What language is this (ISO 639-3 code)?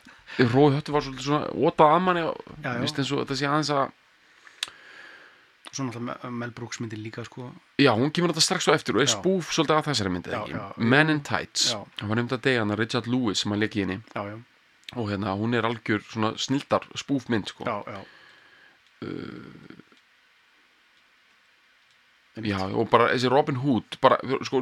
isl